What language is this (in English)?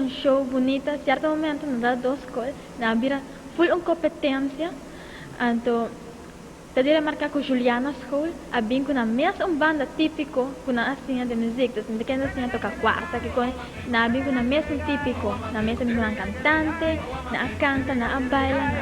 Papiamento